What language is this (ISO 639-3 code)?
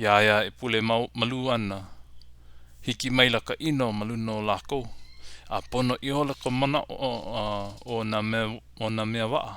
haw